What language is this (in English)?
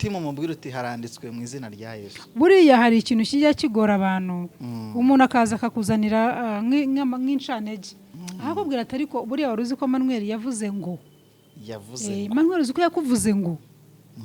Kinyarwanda